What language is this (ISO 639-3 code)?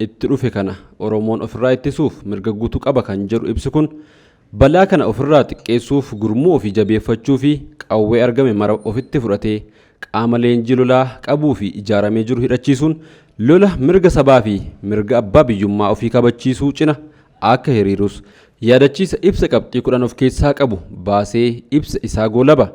orm